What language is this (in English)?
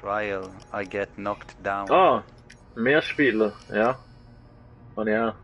Swiss German